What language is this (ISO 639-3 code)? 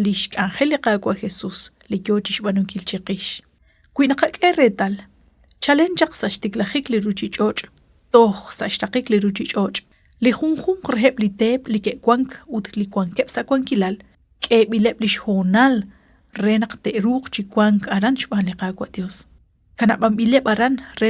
kek